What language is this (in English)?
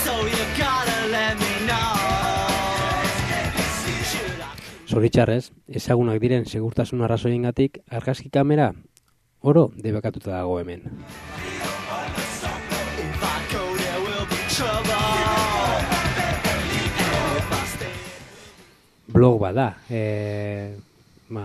Basque